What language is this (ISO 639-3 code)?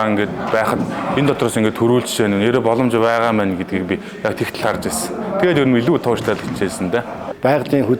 mon